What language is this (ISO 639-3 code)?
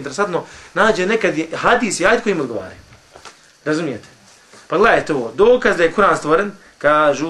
bos